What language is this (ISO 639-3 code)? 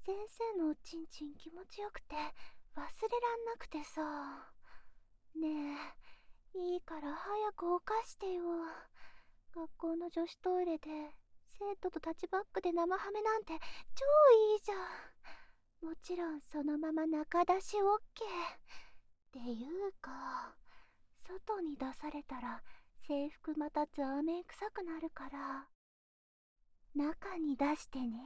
jpn